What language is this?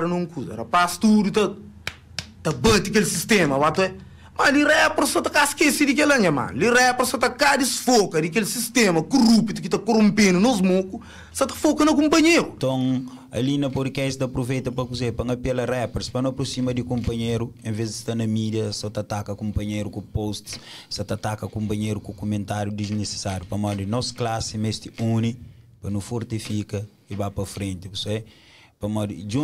Kabuverdianu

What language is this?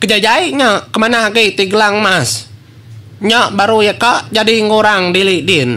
Iban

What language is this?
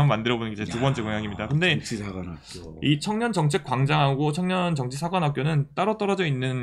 Korean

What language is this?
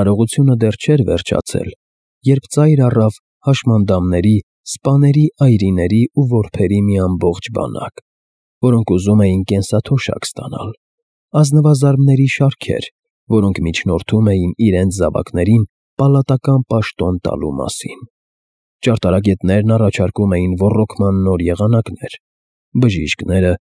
Armenian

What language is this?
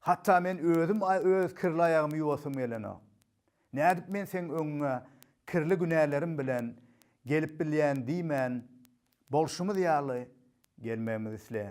Turkmen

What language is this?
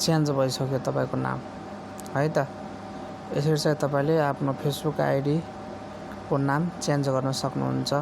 Nepali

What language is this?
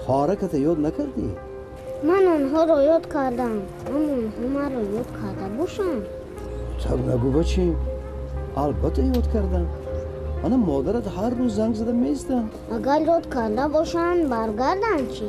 Tajik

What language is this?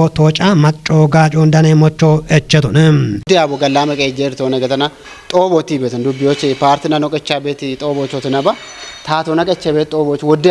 Kafa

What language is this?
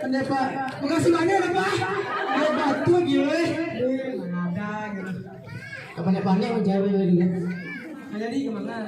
Minangkabau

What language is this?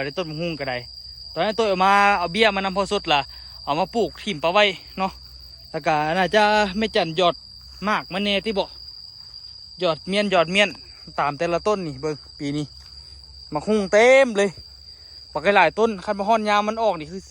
Lao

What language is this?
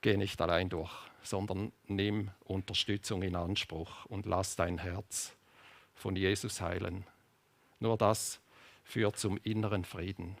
Swiss German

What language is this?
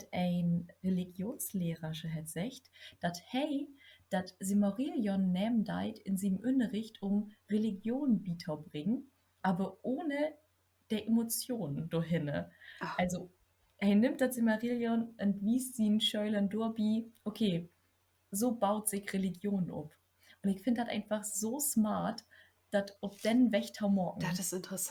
Low German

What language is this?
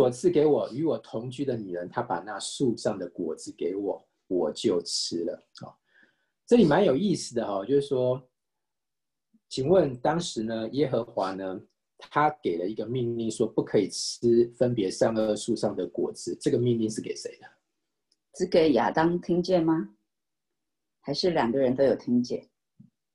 Chinese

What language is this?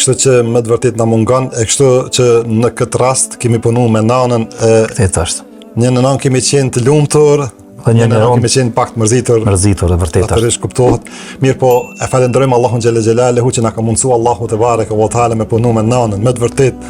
Albanian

